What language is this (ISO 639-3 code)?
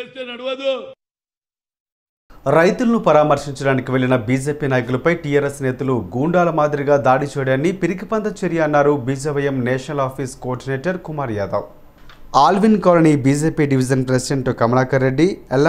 tel